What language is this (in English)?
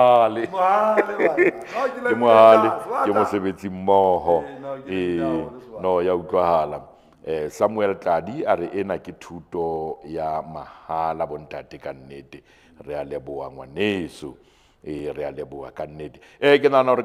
Southern Sotho